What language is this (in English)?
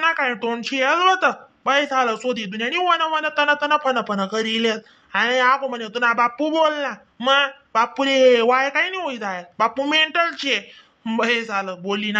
Khandesi